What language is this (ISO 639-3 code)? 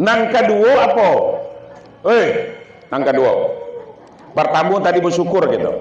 min